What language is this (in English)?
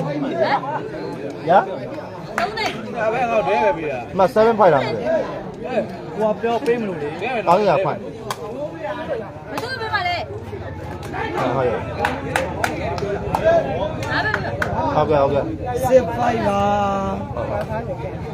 Burmese